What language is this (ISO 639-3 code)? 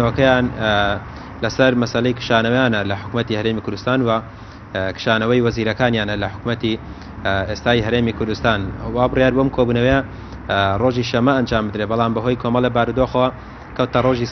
ckb